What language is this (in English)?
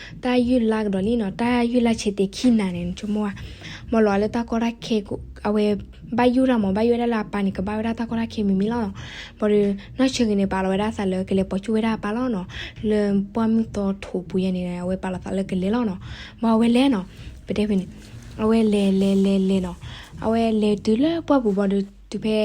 S'gaw Karen